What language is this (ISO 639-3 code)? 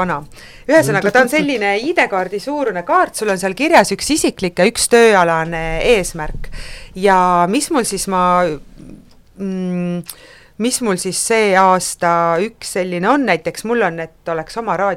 est